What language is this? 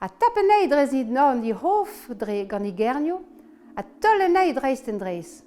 Breton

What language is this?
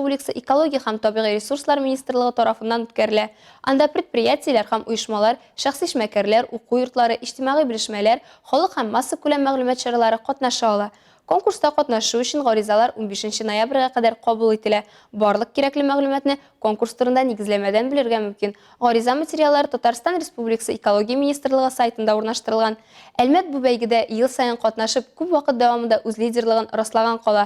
Tatar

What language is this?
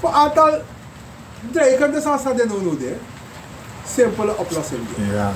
Sranan Tongo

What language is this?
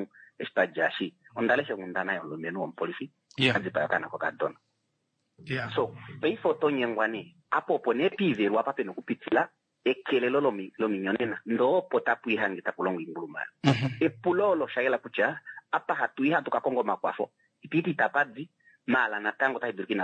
Kuanyama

